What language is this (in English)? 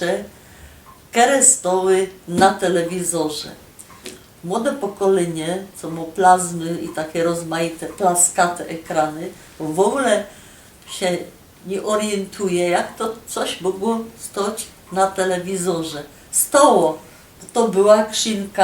Silesian